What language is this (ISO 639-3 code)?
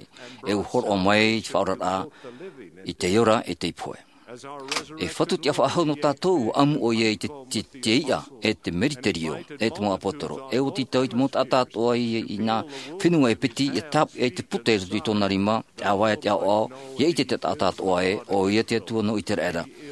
tah